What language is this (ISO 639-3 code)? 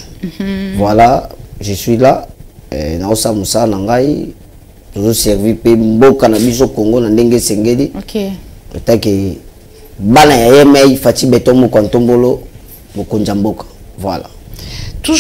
lin